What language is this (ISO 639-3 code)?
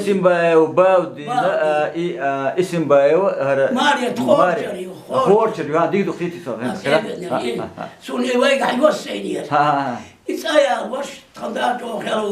che